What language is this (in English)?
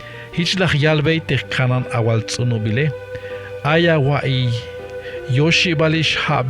Tzeltal